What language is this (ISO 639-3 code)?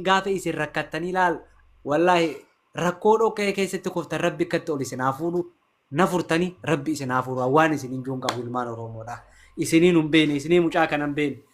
orm